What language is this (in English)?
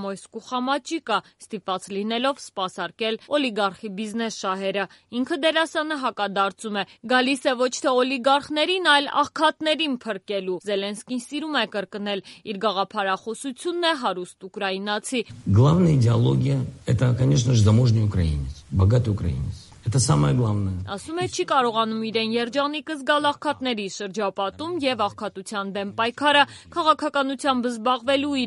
Armenian